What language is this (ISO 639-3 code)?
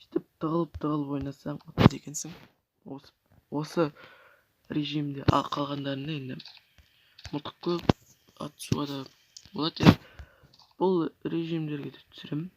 kaz